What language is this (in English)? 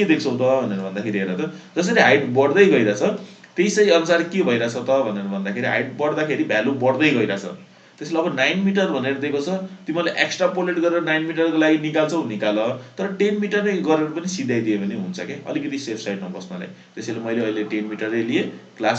Nepali